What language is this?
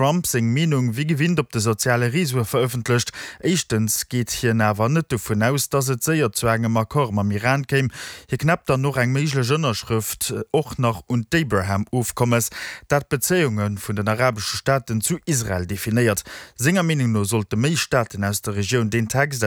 Luxembourgish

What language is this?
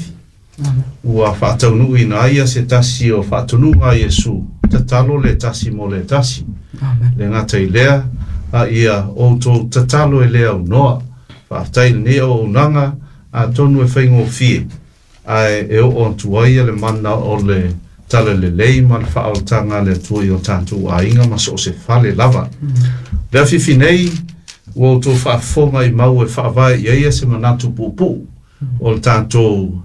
Samoan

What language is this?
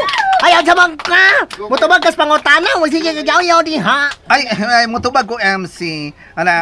Cebuano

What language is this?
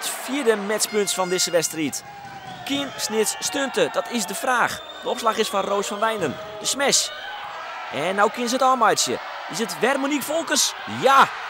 Western Frisian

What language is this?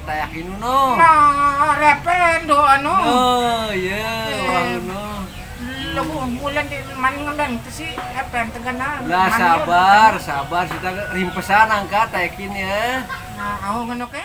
Sasak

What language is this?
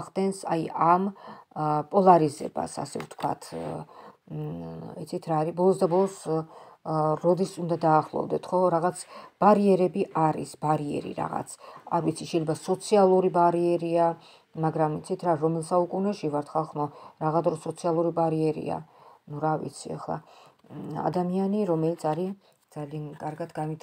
Georgian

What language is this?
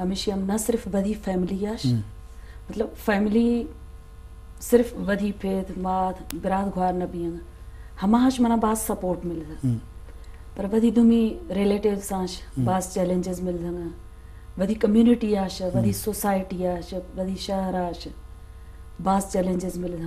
Eastern Balochi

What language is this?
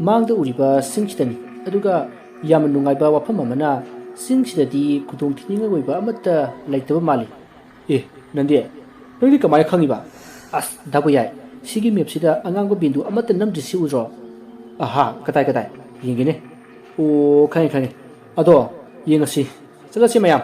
Manipuri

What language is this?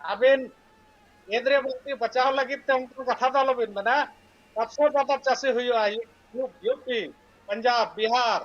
Santali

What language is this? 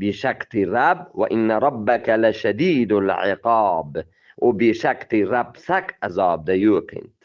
Eastern Balochi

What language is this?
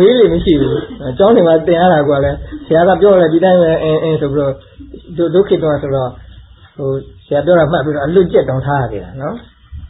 Burmese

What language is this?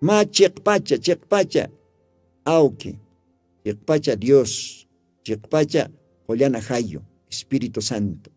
Aymara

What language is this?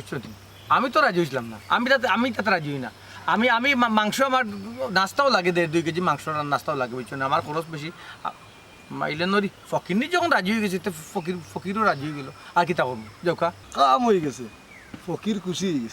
Sylheti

